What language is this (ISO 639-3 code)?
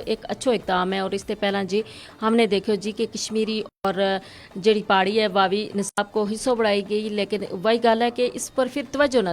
gju